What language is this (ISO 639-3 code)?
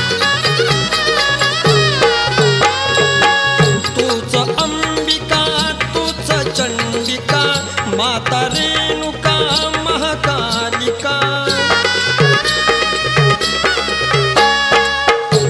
mar